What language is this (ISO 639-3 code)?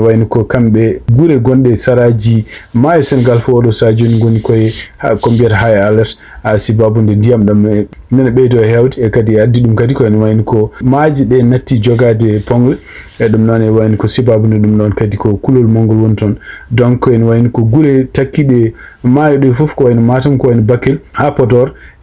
ful